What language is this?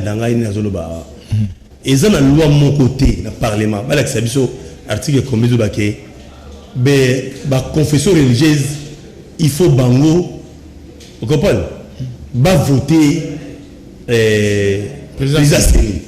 Lingala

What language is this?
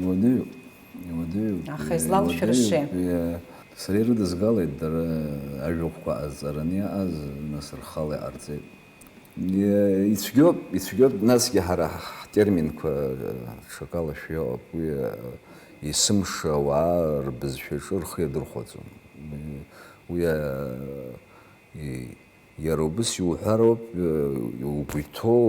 Abkhazian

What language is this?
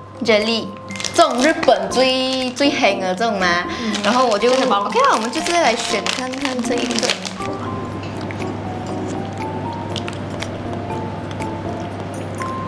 Chinese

